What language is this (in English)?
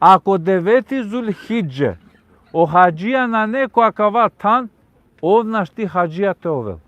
Balkan Romani